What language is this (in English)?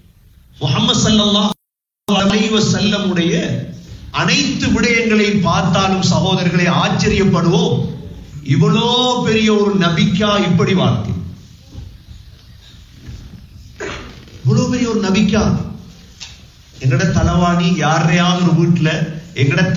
Tamil